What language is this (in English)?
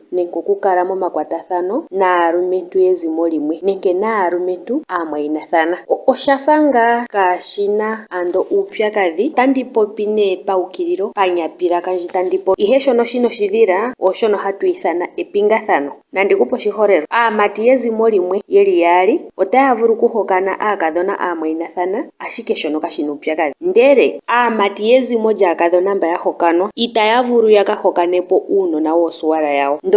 Ndonga